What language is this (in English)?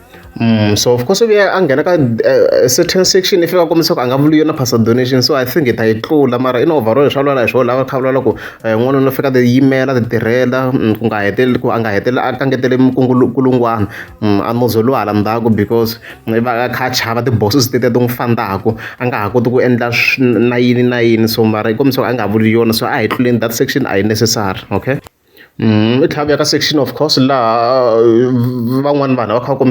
Tsonga